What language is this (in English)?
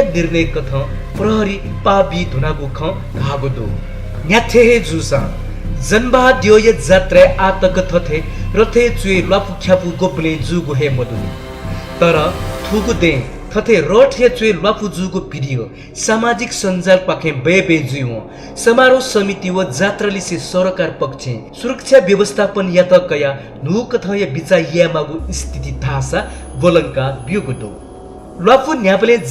Newari